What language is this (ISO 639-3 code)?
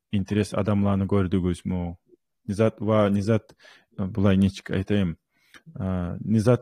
kum